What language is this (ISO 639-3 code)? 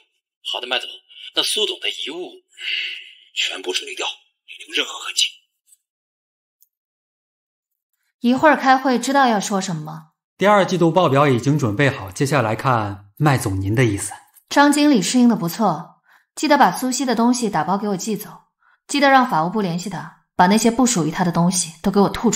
zho